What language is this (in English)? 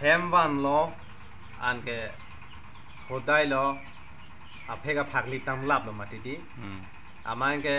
Karbi